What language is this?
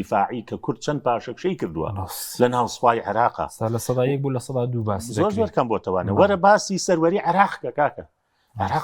Central Kurdish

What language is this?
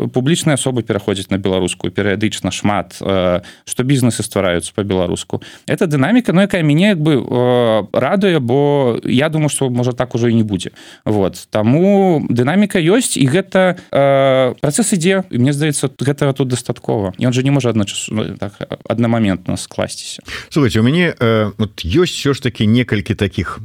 Belarusian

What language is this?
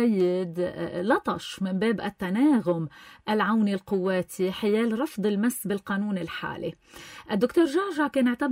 North Levantine Arabic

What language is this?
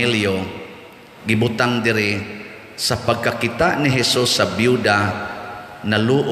Cebuano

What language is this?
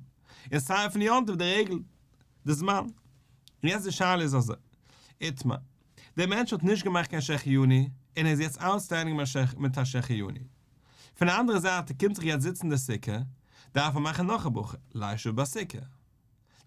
Yiddish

